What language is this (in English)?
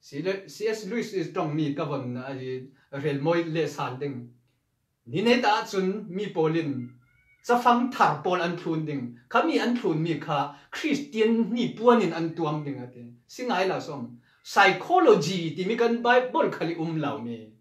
Falam Chin